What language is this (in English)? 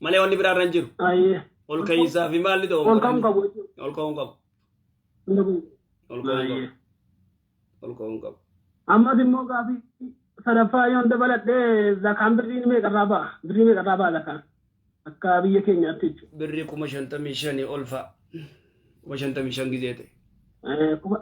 Oromo